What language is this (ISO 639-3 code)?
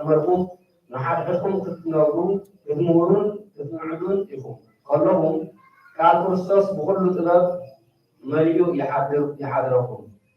tir